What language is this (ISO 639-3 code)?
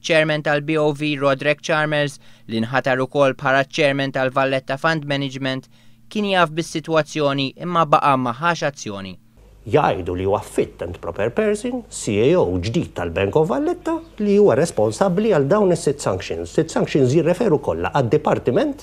mlt